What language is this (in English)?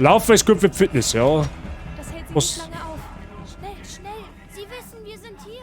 Bavarian